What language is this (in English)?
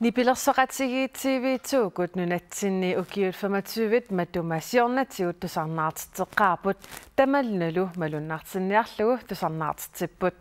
Kalaallisut